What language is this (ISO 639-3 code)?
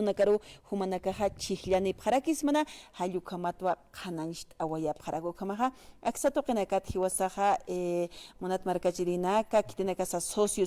aym